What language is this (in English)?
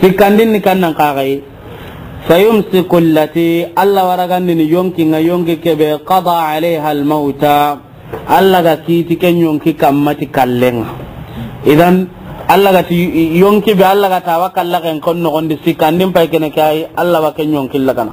Soninke